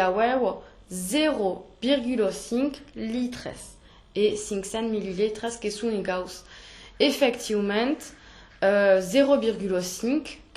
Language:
Occitan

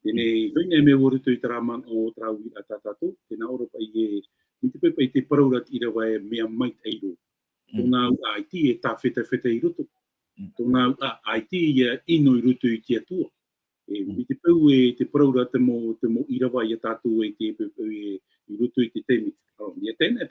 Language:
Tahitian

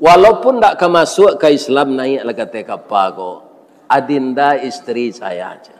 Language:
Minangkabau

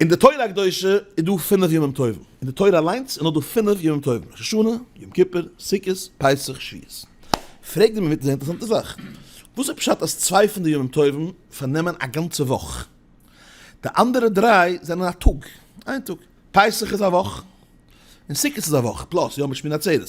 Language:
Yiddish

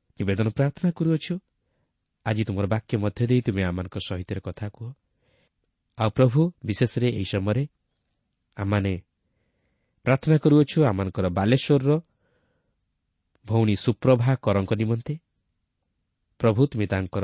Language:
Odia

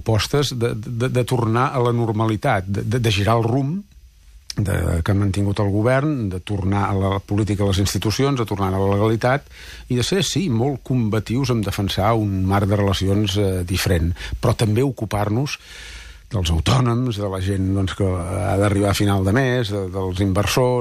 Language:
Catalan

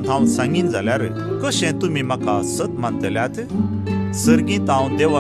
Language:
Konkani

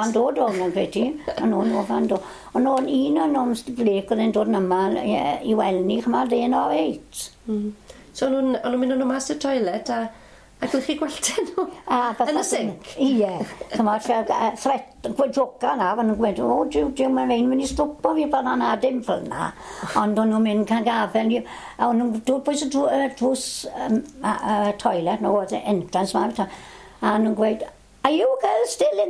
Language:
Welsh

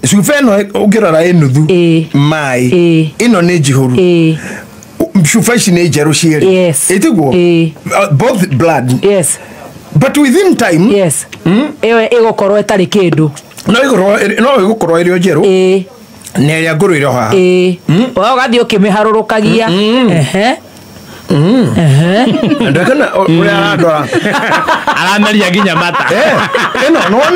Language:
Kikuyu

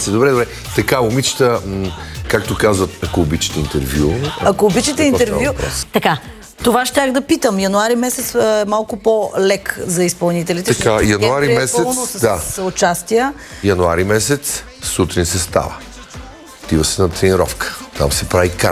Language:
Bulgarian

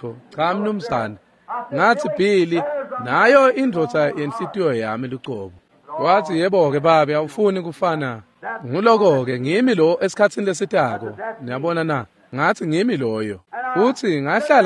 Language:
Swati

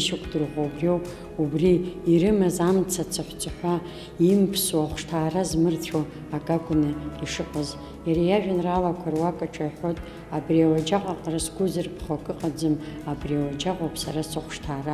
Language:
Abkhazian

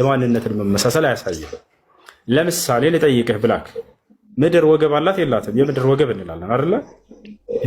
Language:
Amharic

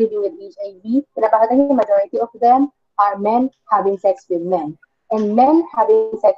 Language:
Filipino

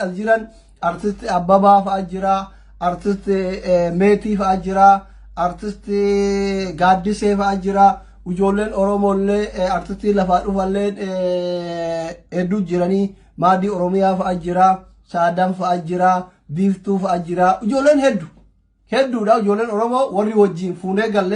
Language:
Oromo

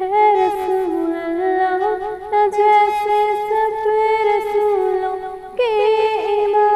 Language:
Eastern Balochi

